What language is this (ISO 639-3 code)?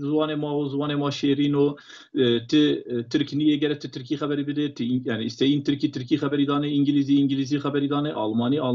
zza